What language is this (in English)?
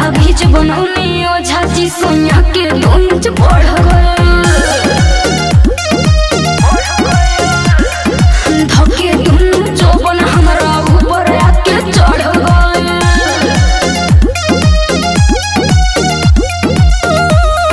Bhojpuri